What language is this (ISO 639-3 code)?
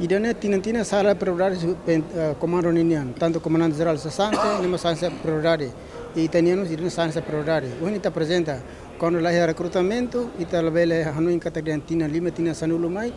tet